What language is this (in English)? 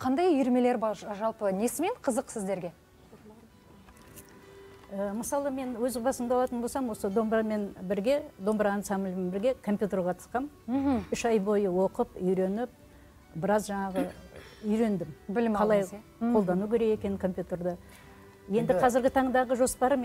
Kazakh